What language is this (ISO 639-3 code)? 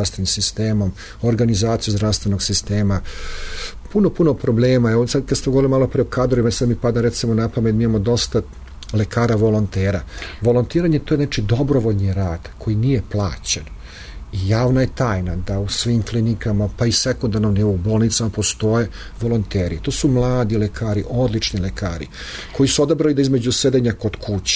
srp